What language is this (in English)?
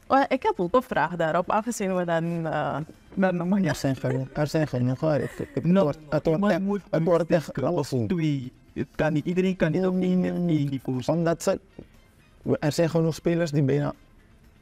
Dutch